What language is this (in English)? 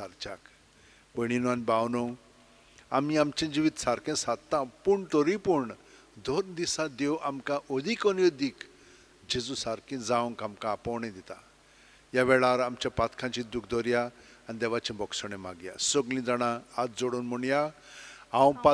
Konkani